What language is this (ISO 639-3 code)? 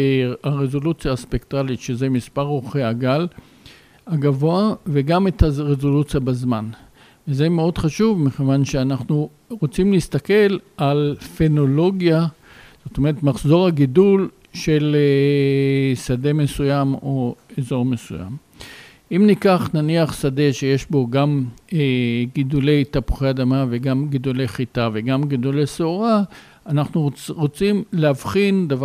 heb